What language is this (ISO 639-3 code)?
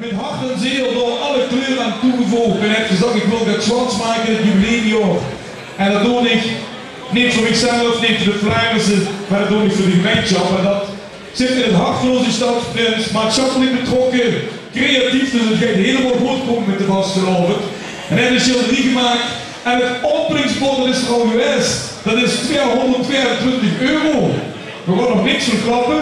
lim